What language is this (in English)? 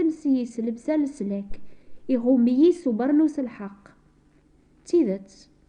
Kabyle